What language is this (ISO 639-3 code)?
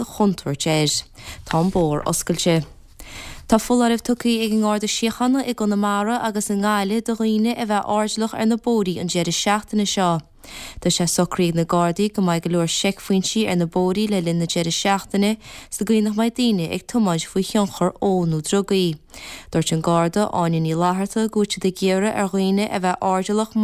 gle